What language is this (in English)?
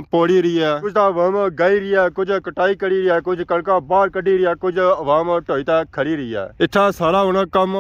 Pahari-Potwari